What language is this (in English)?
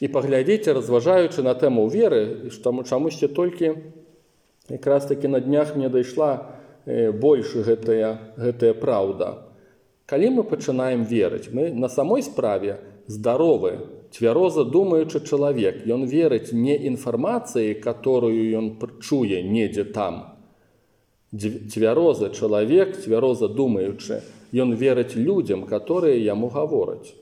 Belarusian